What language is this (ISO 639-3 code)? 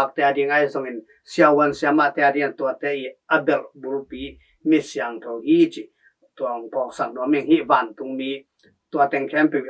ctd